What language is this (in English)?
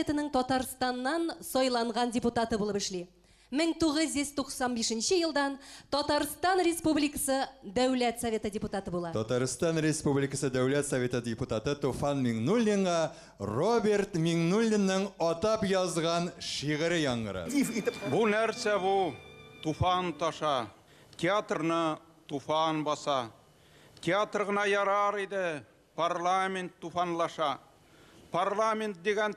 Bashkir